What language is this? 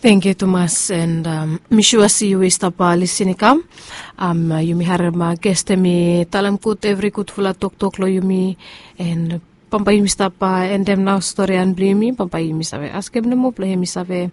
Bislama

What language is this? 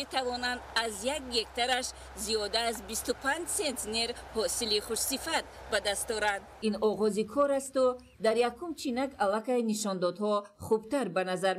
Tajik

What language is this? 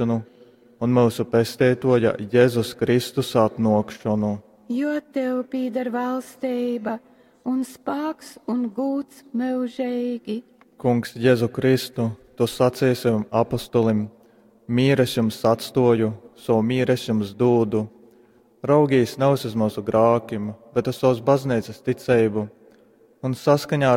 Latgalian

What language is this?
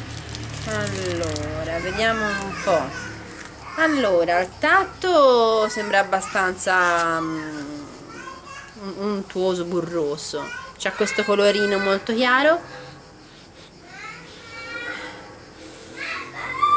Italian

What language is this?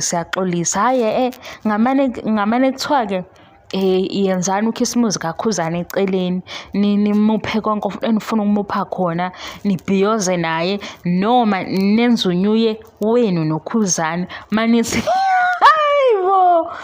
Zulu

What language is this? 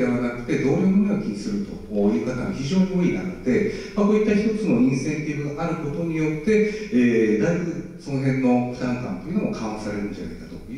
Japanese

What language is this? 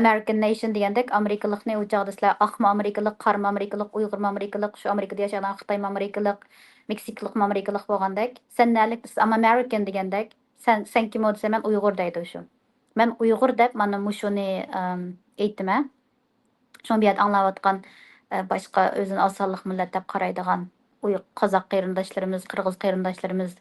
Uyghur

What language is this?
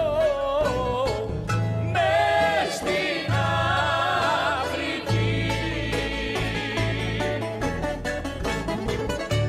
Greek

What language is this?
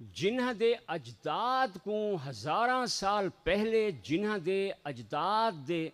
Saraiki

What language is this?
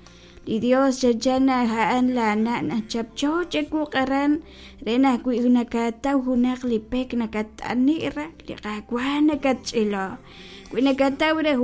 Kekchí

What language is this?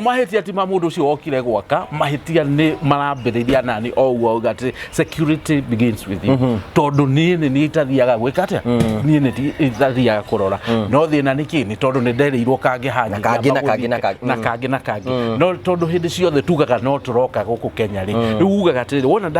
Kikuyu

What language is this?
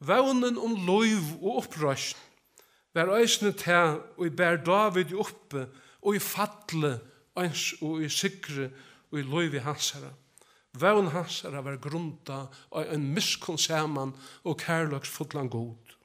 Faroese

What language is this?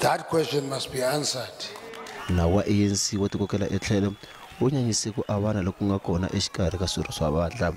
Tsonga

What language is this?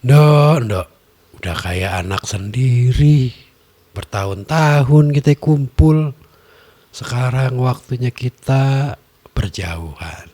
Betawi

